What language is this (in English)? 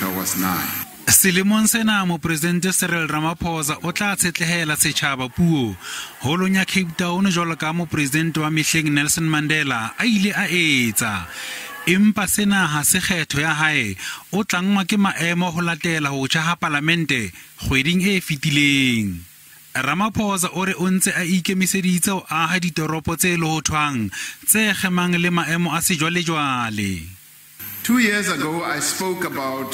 Southern Sotho